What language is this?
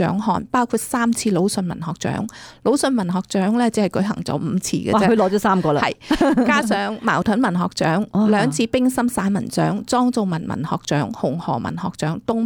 Cantonese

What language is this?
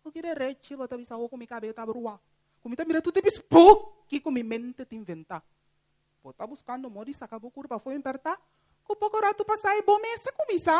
Papiamento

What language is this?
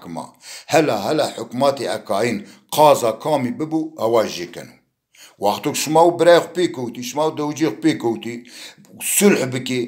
Zaza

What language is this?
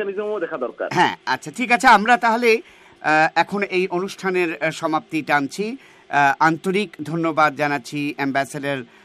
Bangla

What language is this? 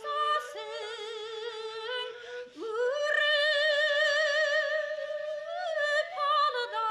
Bashkir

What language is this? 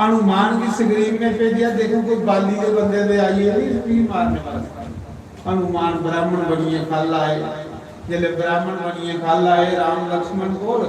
Dogri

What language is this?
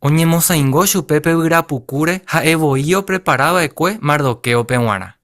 Guarani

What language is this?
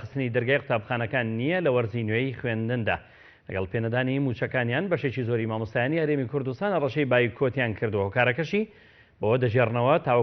Central Kurdish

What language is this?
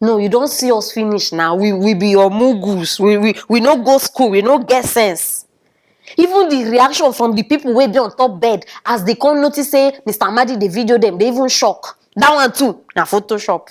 Nigerian Pidgin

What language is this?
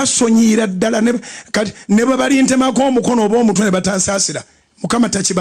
Ganda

